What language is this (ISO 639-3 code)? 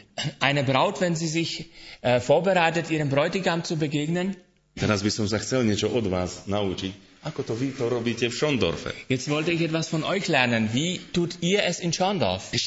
slk